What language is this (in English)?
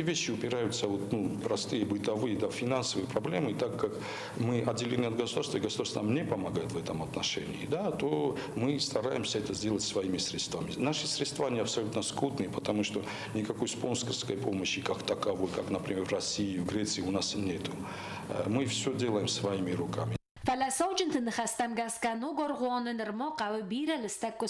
Ossetic